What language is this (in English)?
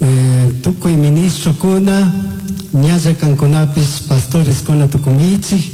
Chimborazo Highland Quichua